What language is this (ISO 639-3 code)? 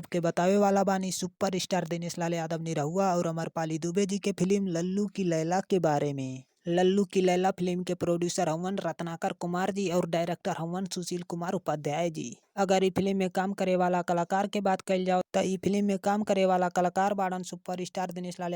bho